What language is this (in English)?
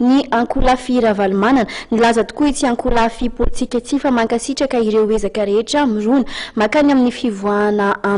Malagasy